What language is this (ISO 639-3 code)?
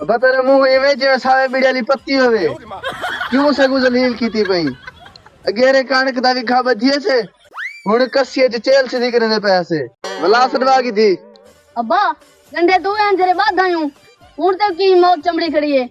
skr